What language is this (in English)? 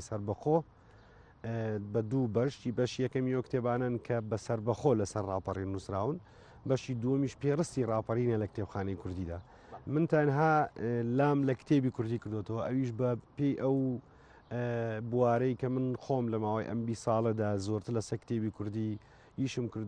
Central Kurdish